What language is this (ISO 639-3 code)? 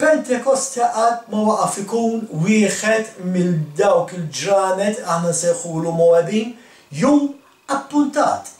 mlt